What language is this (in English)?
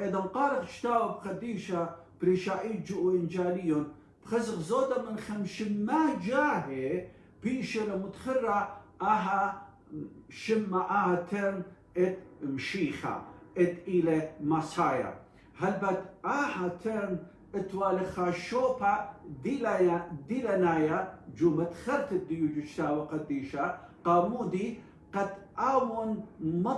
Assyrian Neo-Aramaic